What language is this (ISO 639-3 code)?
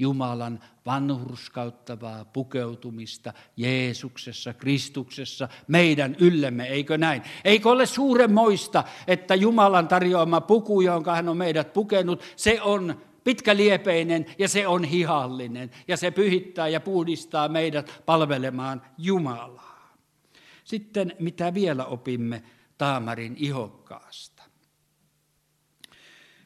fin